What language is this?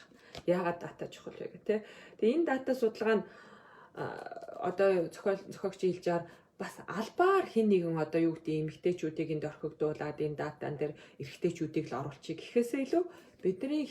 Mongolian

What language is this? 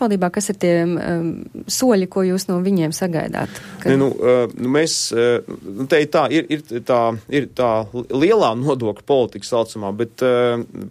Latvian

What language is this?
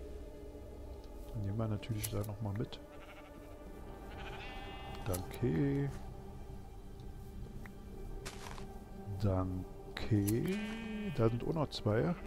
German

